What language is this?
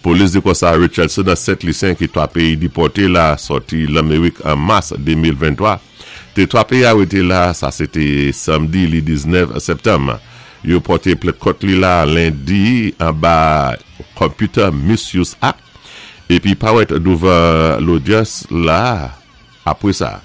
Saint Lucian Creole French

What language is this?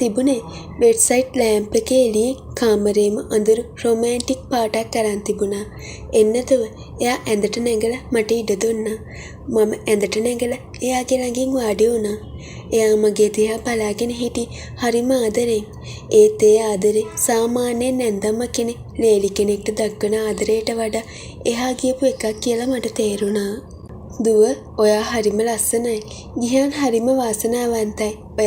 Sinhala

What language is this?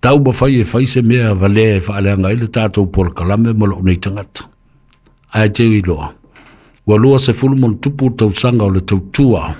Samoan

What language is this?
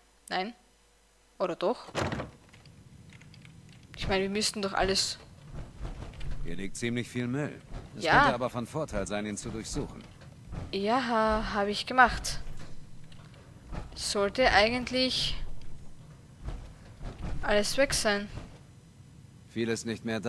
German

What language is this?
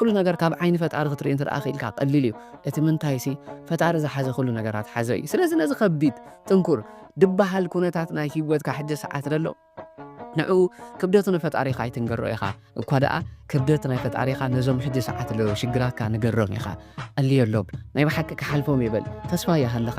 Tigrinya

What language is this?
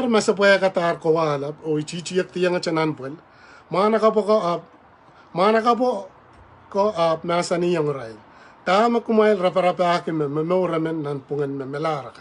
Pohnpeian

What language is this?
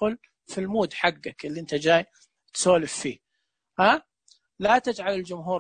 Najdi Arabic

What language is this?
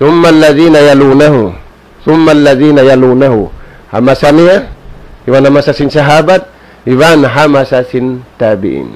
Tausug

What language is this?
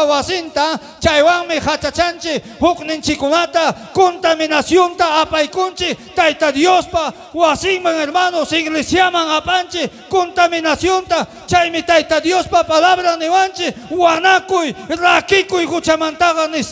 Ayacucho Quechua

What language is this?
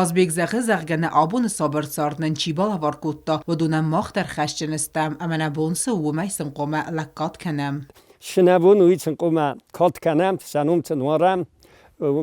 Ossetic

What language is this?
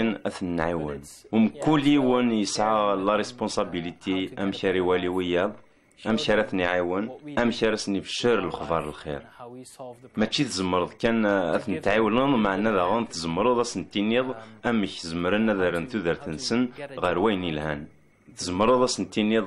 Kabyle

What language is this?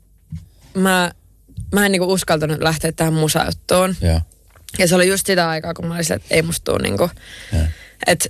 Finnish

